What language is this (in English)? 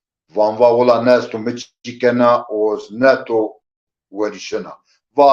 Zaza